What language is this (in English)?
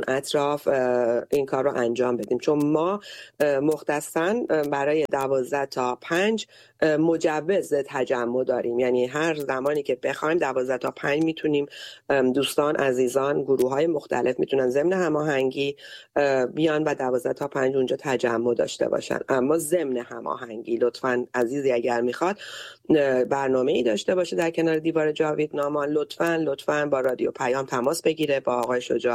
Persian